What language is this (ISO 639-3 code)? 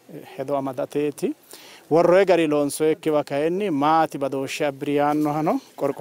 sid